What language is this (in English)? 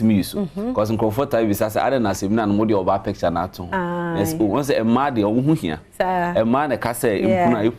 Akan